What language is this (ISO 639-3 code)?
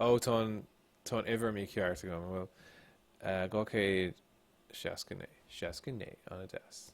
gle